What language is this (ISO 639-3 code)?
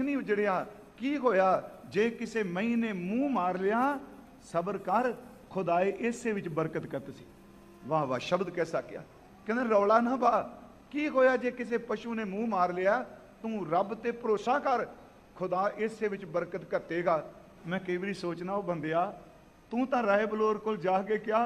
pan